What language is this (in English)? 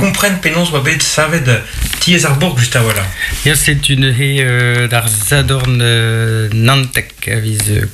Breton